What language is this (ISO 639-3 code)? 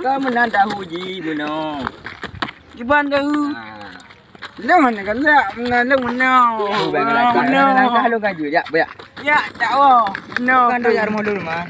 ace